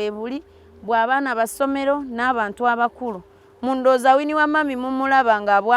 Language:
Ganda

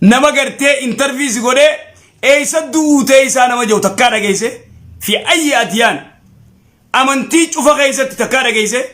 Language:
Oromo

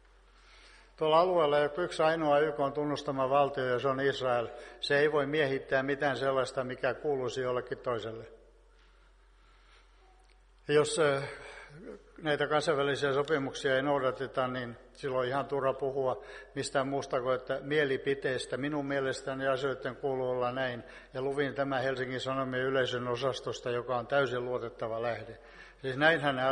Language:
Finnish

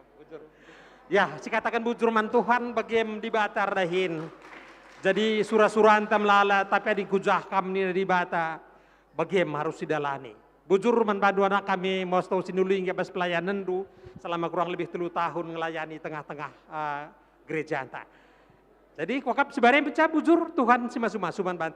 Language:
Batak Karo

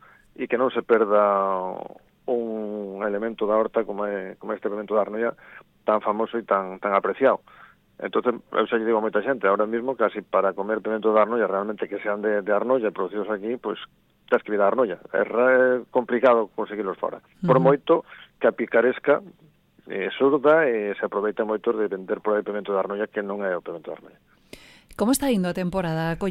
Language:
Galician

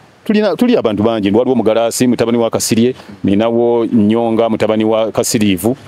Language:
Ganda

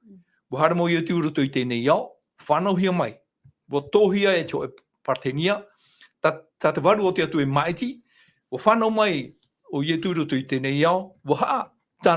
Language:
Tahitian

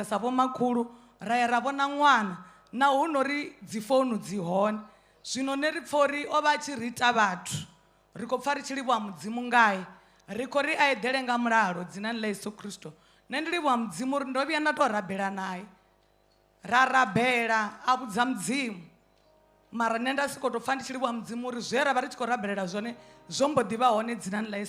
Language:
Venda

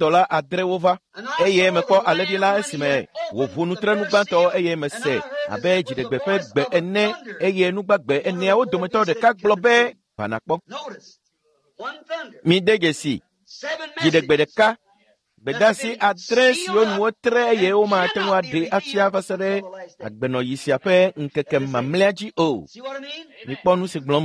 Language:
Ewe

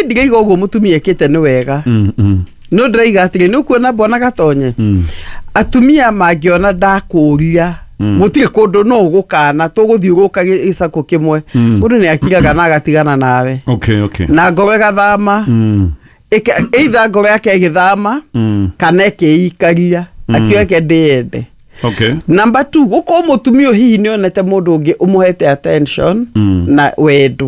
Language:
Kikuyu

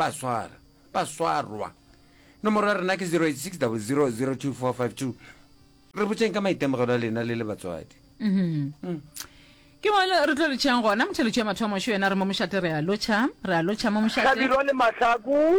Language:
Northern Sotho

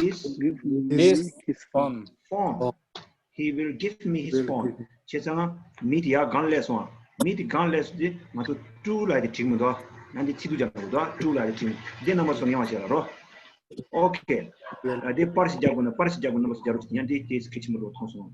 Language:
Tibetan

